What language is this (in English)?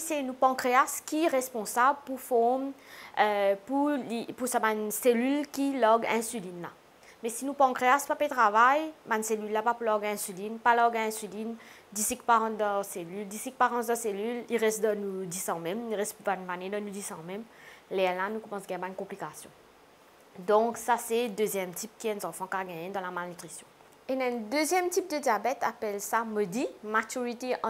Morisyen